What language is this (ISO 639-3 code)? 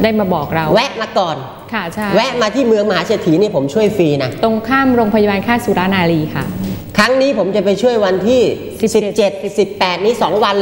tha